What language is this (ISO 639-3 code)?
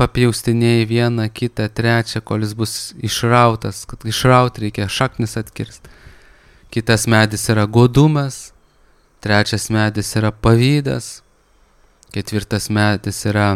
lit